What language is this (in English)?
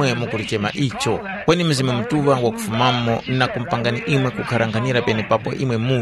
Tumbuka